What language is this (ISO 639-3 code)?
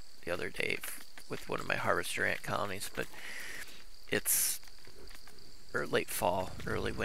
eng